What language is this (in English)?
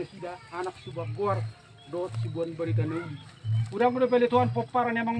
Batak Toba